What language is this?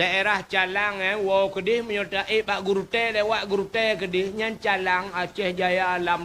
Achinese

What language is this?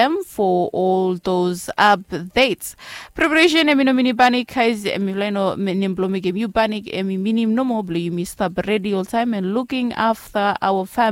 Bislama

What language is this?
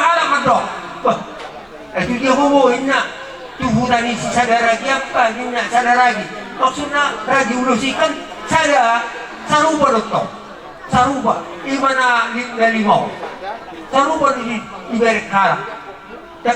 Batak Toba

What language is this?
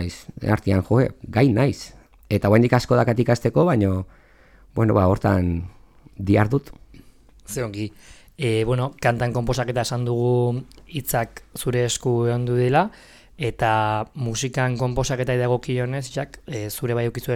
Basque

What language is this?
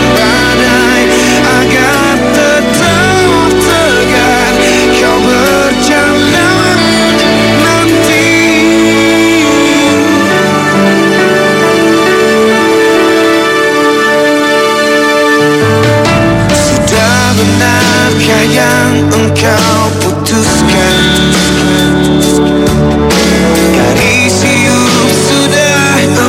Indonesian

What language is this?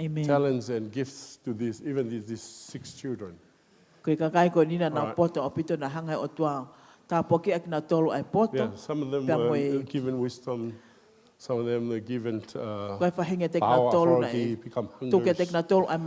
Tongan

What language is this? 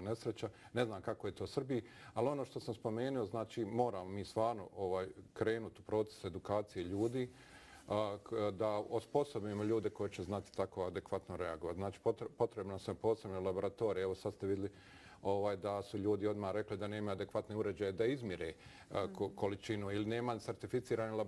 Bosnian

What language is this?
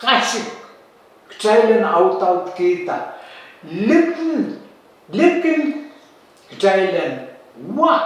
Pohnpeian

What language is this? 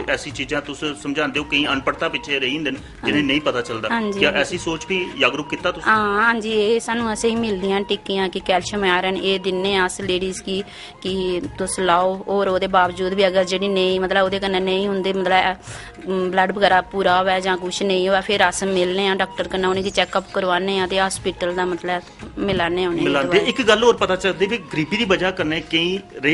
Dogri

